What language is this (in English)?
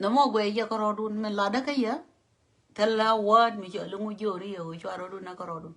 Nuer